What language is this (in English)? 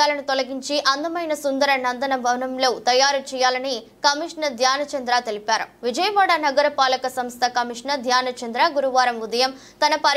Telugu